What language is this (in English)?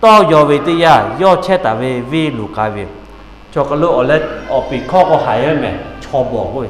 Lahu